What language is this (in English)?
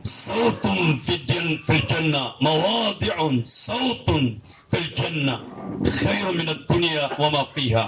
Maranao